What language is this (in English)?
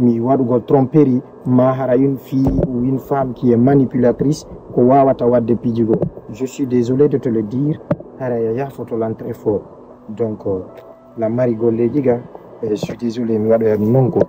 Fula